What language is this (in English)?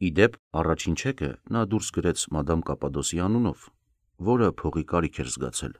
Armenian